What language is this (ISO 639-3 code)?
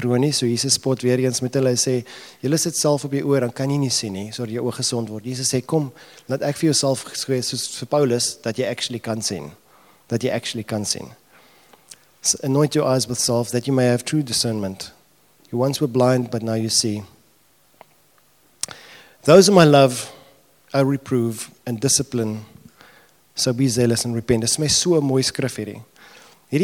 afr